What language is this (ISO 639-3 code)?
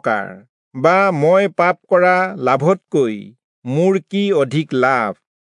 asm